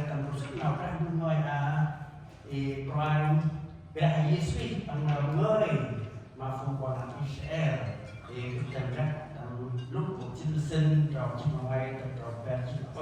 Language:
Central Mnong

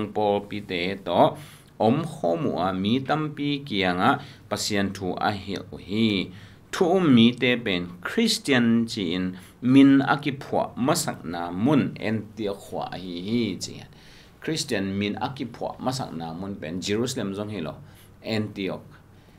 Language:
Tedim Chin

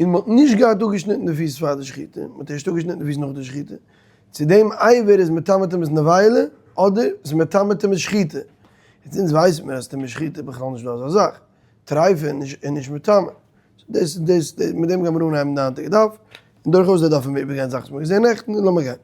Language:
Yiddish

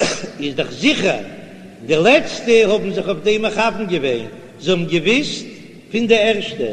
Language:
Yiddish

